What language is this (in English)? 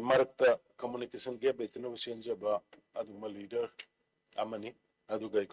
Manipuri